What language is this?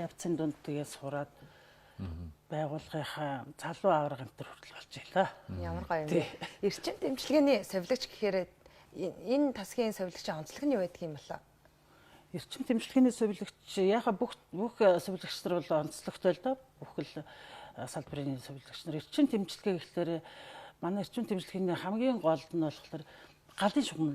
Mongolian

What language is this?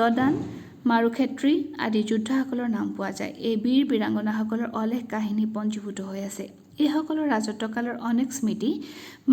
Assamese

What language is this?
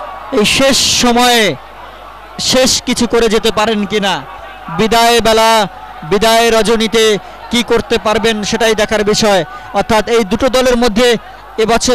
Bangla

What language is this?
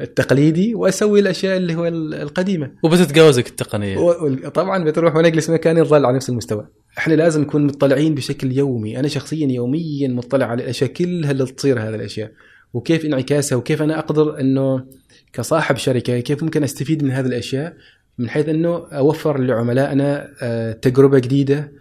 Gulf Arabic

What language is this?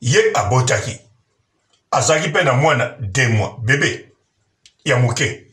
Lingala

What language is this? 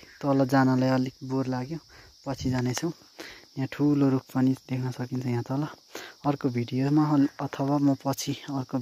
Nepali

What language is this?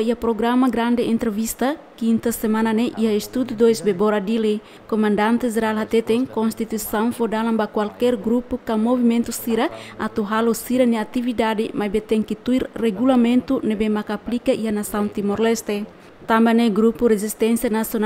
Tetum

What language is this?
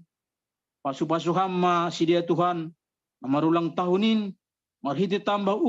Batak Simalungun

